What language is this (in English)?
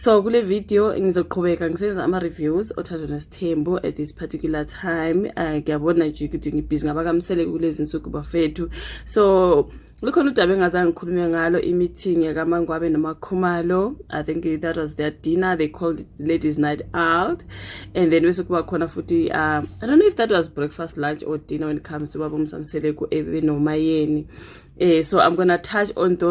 Zulu